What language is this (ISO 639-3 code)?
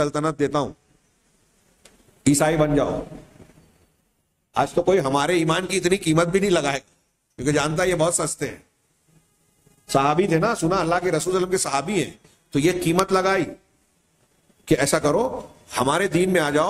urd